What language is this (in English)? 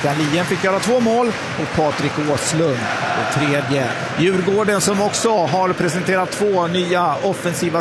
Swedish